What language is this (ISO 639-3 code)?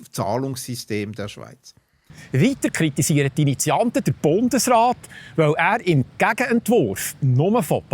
gsw